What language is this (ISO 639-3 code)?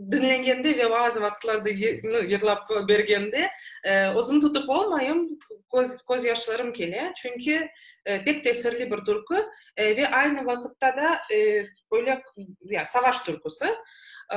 crh